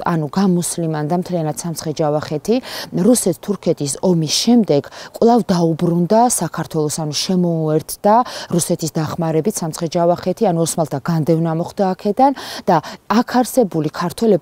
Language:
Georgian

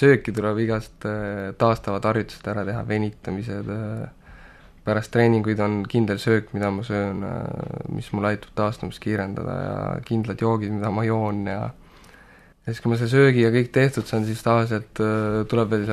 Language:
Estonian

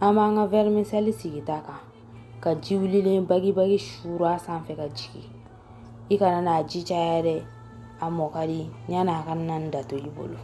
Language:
Bambara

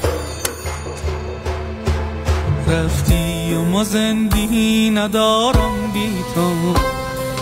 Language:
Persian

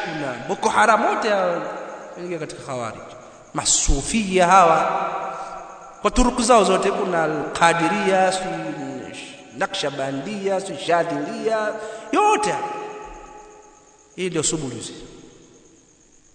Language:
Swahili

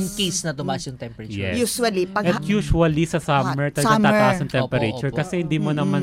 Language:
Filipino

